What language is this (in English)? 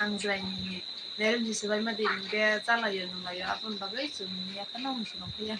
Kok Borok